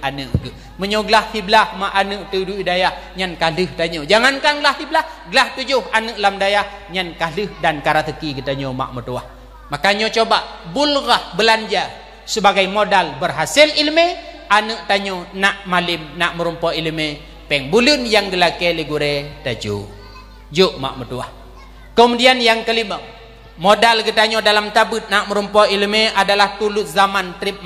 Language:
Achinese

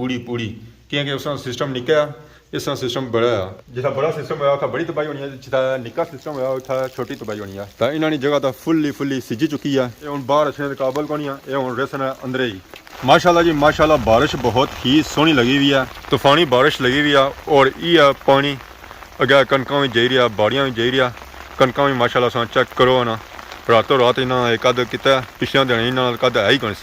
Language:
Pahari-Potwari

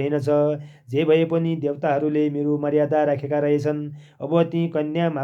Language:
Nepali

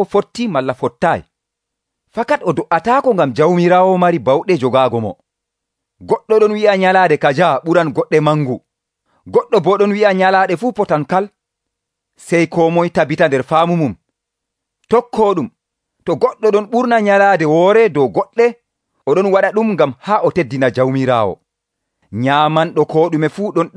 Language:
Nigerian Fulfulde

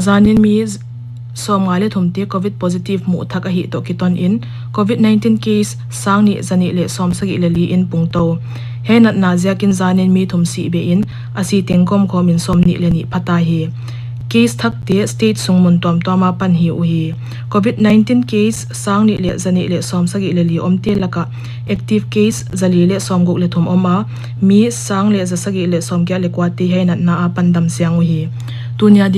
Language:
Paite Chin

